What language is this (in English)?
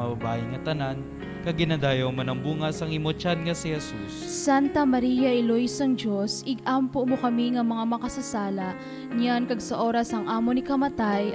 Hiligaynon